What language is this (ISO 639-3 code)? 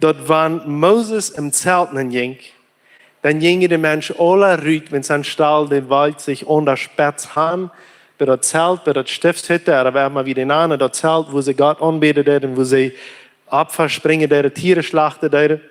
pdt